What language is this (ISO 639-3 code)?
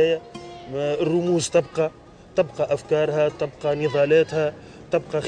aeb